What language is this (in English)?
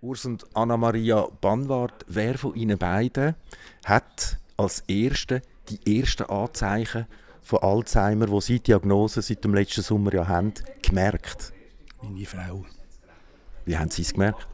Swiss German